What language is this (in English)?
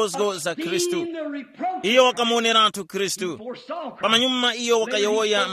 Tumbuka